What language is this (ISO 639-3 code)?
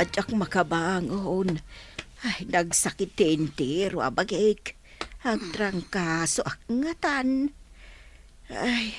ilo